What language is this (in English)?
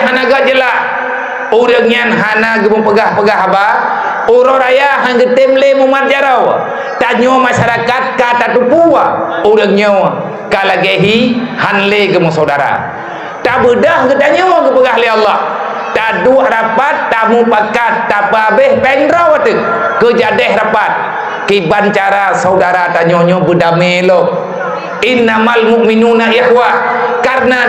Achinese